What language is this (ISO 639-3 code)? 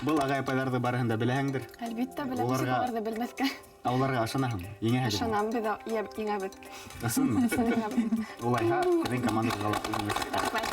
bak